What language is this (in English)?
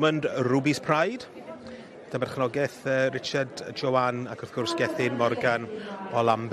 Welsh